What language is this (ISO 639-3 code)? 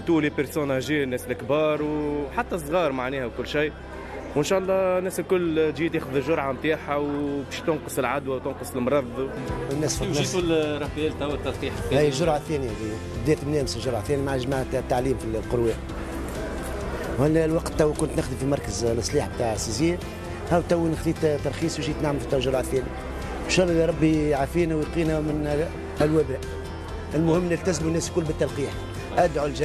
aeb